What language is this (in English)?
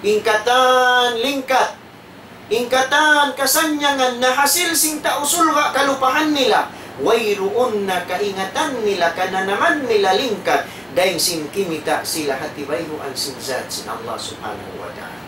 Tausug